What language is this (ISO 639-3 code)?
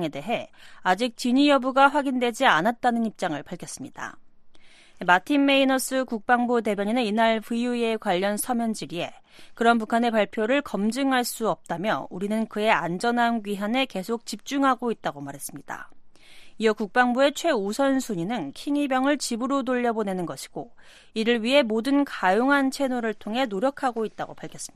kor